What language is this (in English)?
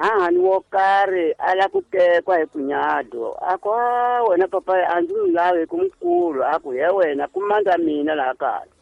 Tsonga